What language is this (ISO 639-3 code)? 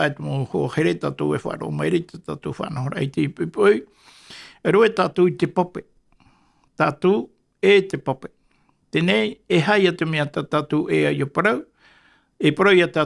tah